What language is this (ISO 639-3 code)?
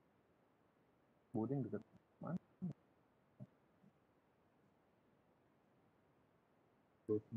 msa